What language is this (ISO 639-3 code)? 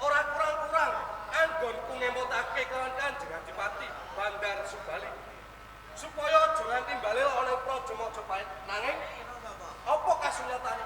jav